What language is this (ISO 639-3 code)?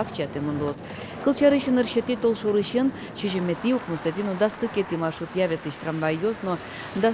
udm